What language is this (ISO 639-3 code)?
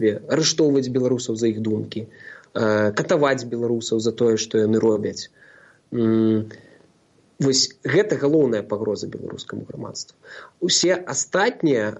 bel